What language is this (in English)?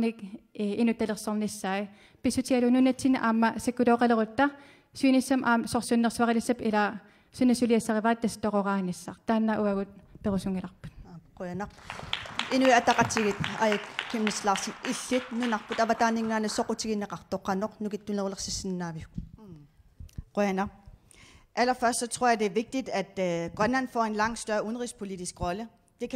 Kalaallisut